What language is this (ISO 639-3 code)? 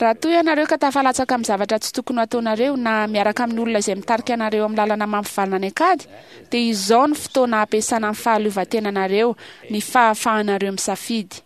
mlg